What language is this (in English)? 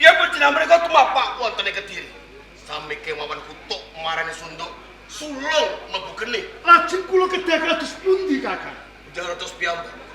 Javanese